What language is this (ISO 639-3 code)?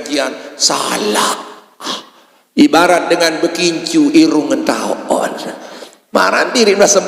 sas